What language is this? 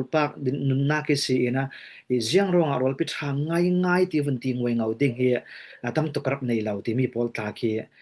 Falam Chin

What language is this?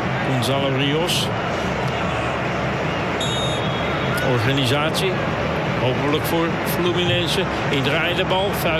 Dutch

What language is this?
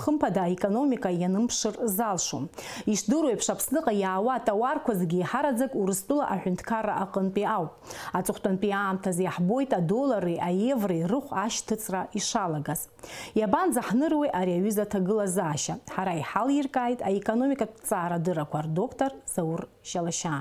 Abkhazian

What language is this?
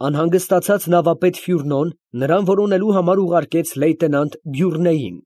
Armenian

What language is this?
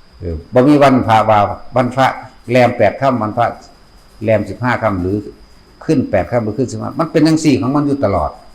Northeastern Thai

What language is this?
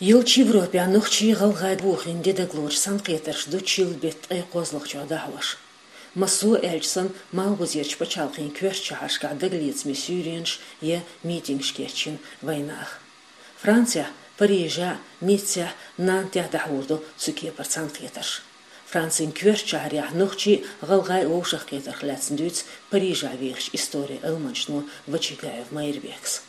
Chechen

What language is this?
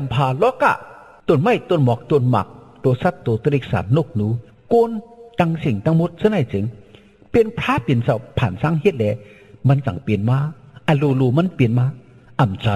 Shan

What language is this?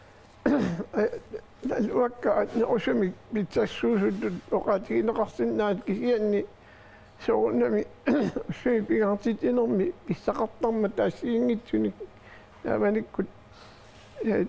Kalaallisut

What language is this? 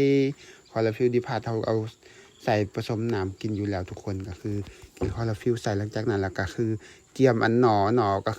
Lao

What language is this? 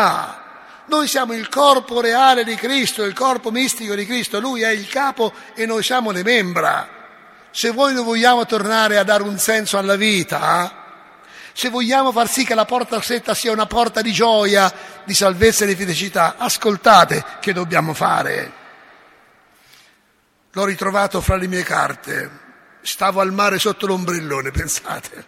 Italian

